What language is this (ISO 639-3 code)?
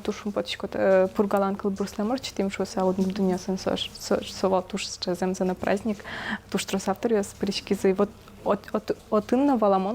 udm